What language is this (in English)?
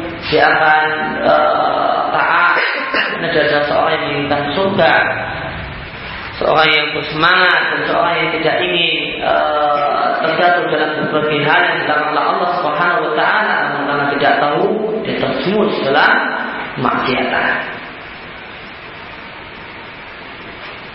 Indonesian